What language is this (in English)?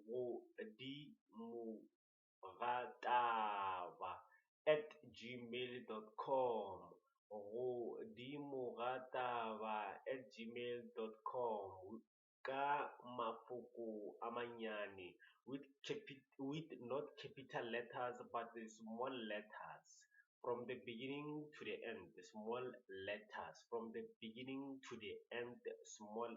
Northern Sotho